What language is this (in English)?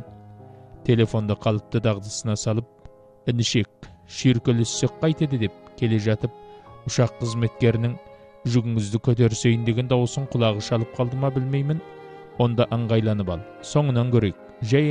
Kazakh